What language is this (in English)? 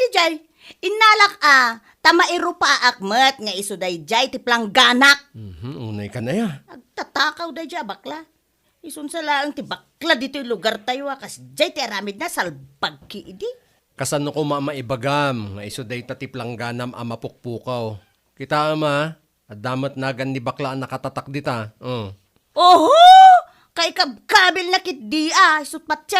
Iloko